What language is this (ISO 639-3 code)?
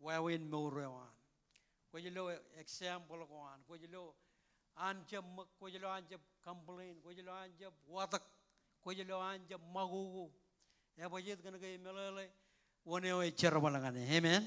mah